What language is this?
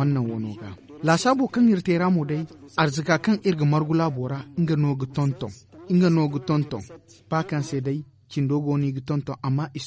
Zarma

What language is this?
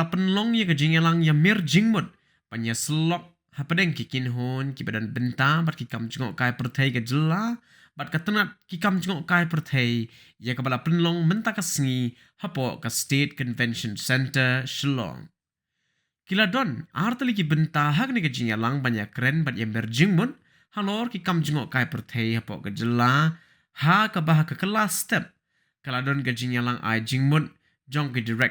Khasi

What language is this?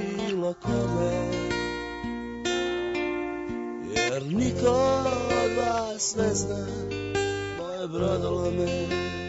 Serbian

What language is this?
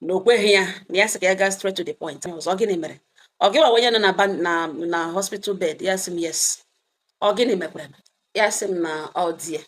Igbo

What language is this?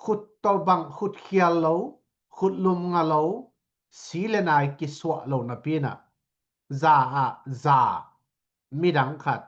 Tedim Chin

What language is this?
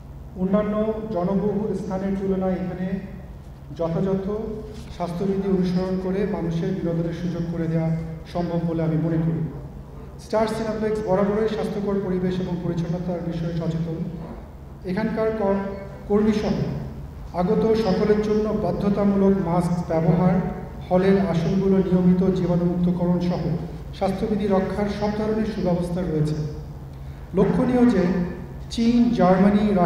Bangla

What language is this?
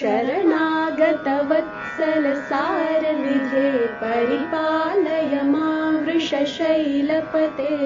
Sanskrit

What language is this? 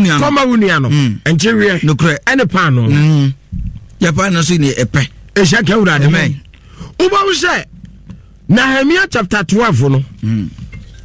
Akan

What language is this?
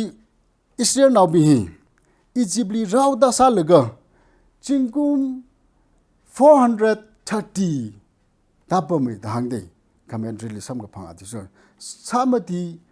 Tangkhul Naga (India)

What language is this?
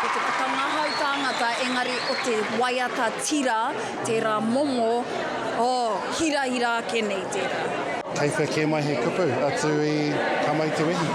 Māori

